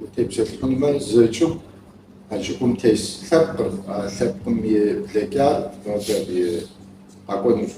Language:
Kabardian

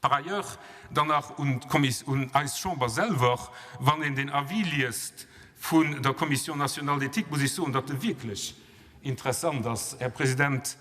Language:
Luxembourgish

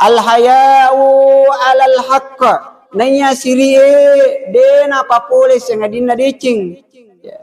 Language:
Buginese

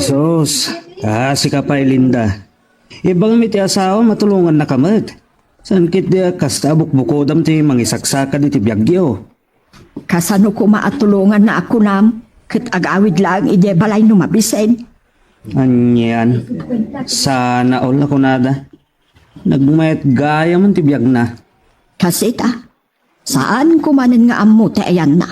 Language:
Iloko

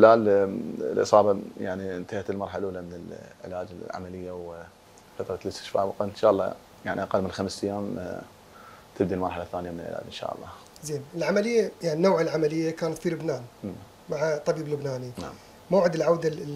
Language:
Mesopotamian Arabic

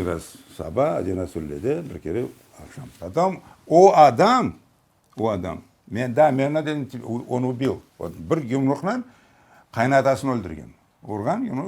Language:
Crimean Tatar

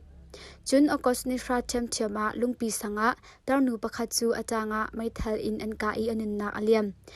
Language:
Hakha Chin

